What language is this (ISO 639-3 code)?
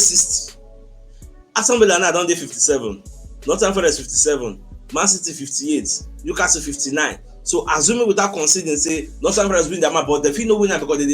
pcm